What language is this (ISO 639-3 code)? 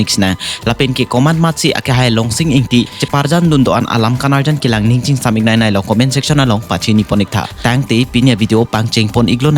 mjw